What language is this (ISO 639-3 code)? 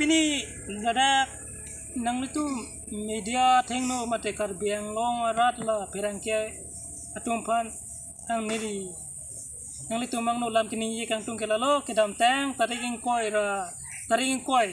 mjw